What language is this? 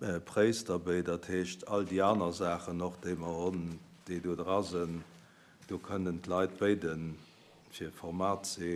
Luxembourgish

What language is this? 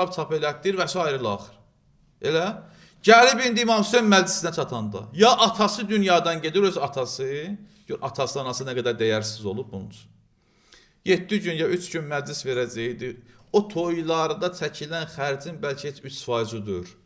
Azerbaijani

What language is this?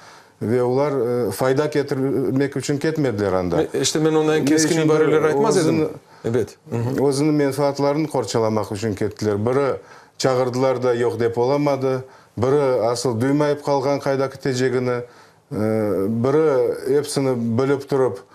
Crimean Tatar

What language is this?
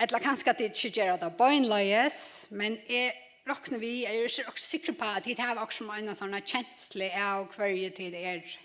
Faroese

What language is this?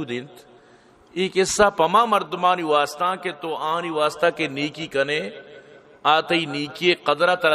Baluchi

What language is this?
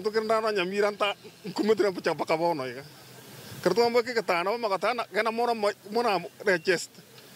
Gusii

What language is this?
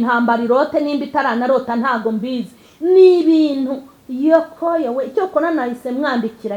Kinyarwanda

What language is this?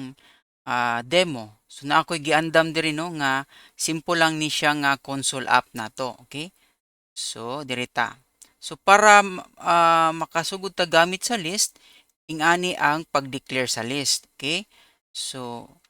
Cebuano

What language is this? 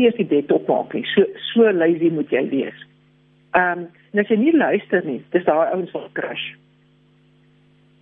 Afrikaans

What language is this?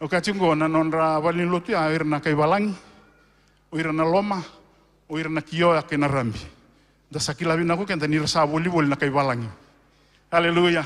Fijian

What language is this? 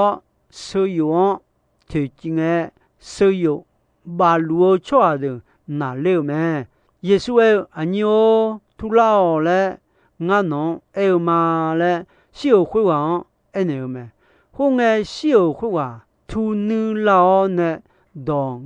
Akha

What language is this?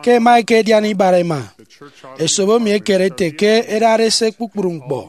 Efik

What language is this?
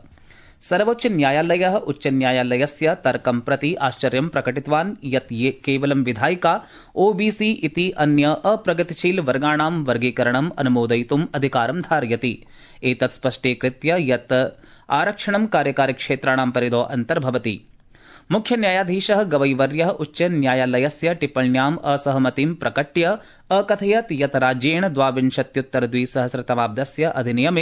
Sanskrit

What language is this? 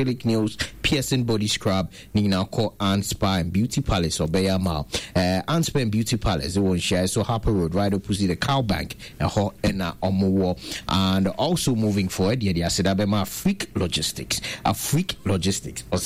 Akan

